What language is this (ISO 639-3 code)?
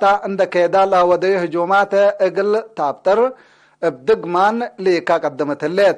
tig